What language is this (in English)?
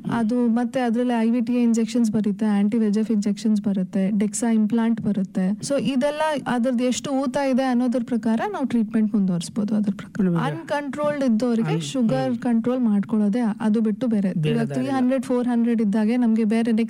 Kannada